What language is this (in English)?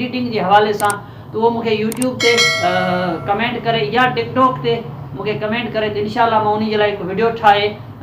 Sindhi